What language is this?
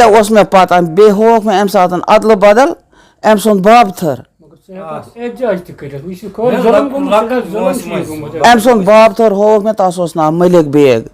Kashmiri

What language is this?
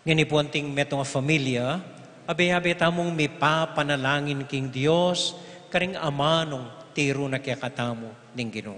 Pampanga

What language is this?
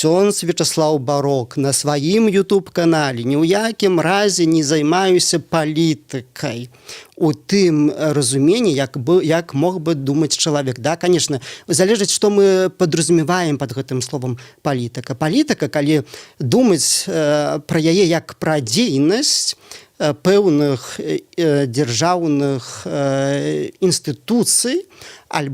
Belarusian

